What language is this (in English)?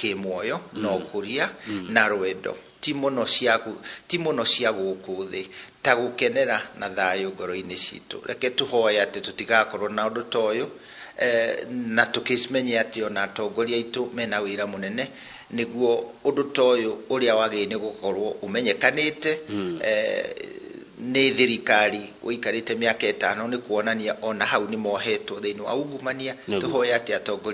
Kikuyu